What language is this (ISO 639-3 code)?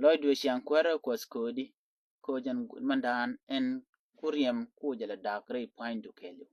nus